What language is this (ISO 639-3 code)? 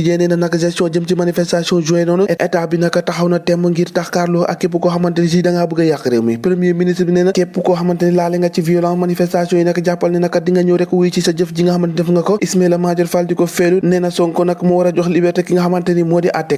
wol